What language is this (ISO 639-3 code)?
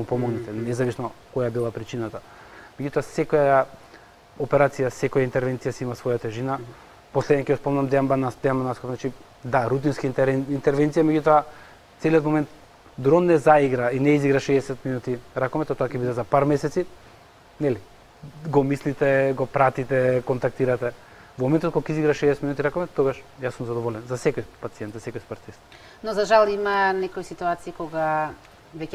mkd